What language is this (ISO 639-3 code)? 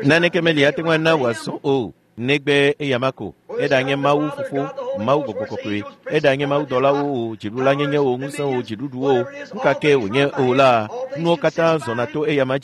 ewe